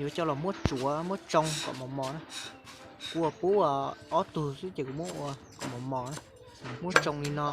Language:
Hmong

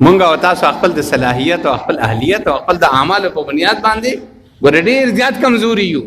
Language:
Pashto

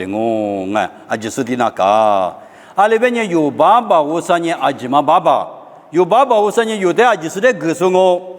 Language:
Lisu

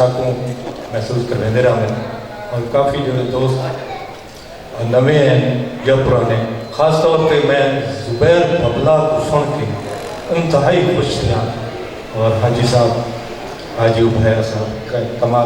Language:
Saraiki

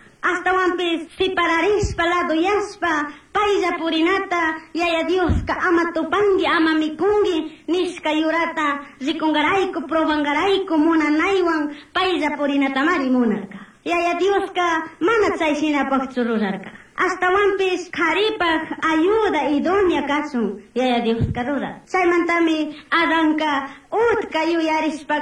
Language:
Chimborazo Highland Quichua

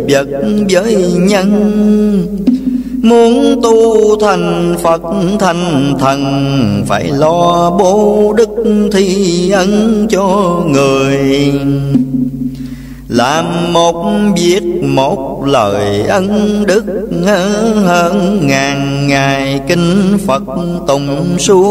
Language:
Vietnamese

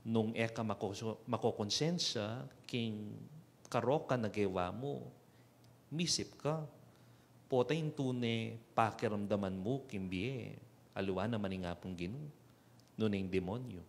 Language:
Pampanga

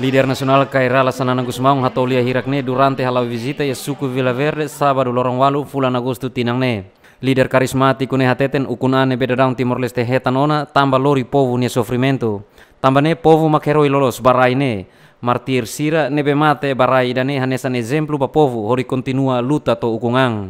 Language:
Tetum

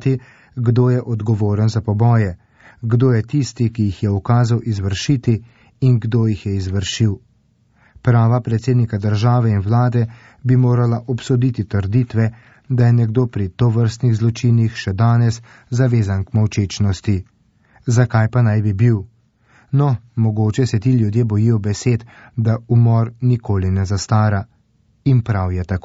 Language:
Slovenian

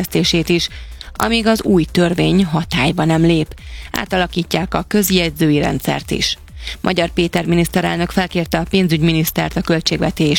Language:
Hungarian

